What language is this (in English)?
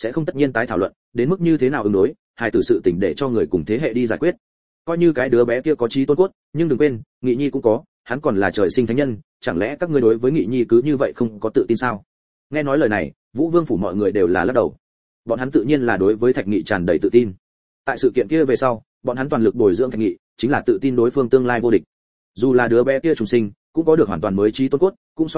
Vietnamese